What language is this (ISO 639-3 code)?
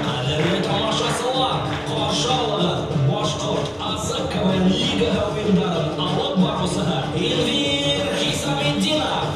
bak